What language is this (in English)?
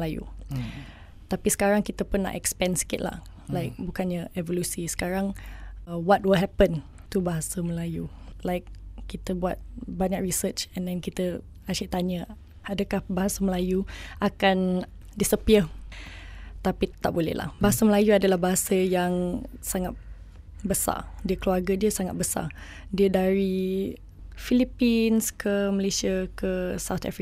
Malay